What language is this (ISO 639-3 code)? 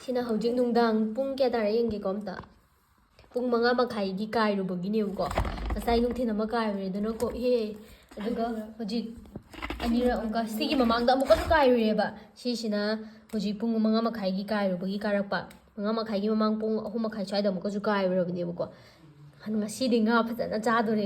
mni